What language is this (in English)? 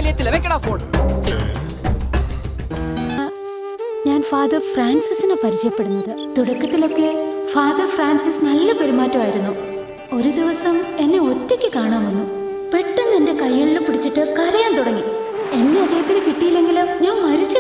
Malayalam